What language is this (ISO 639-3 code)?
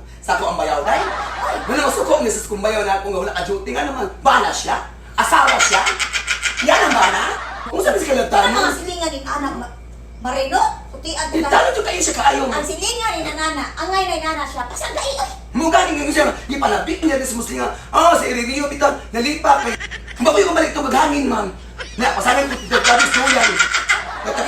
ceb